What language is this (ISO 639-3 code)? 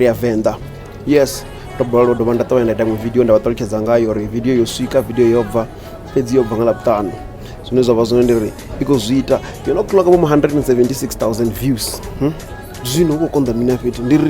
ven